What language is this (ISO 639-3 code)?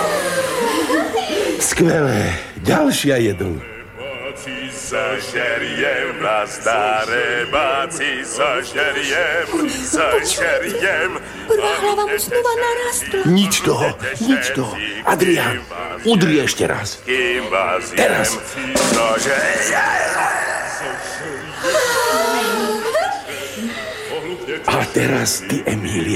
slk